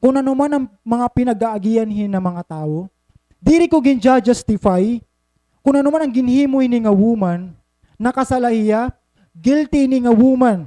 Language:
Waray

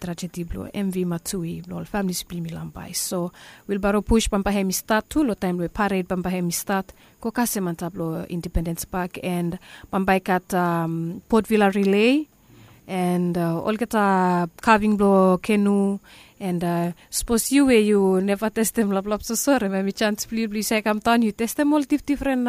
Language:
Bislama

